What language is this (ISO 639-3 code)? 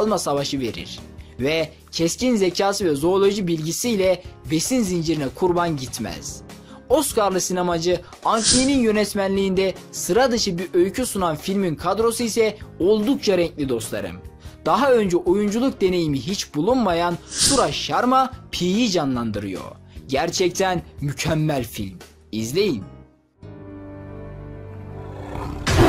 tur